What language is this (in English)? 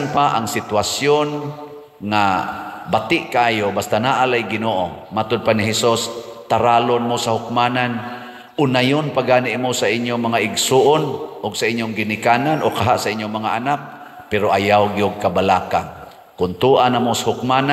Cebuano